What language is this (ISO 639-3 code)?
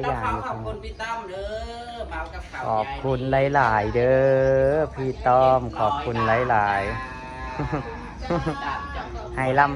tts